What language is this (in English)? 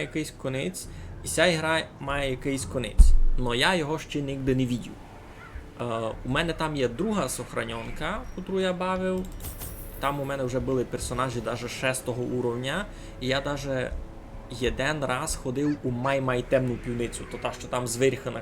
Rusyn